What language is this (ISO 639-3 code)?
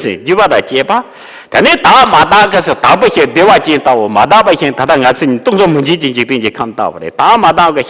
bod